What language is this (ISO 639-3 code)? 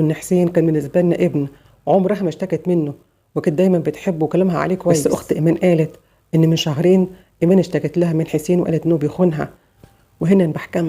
arz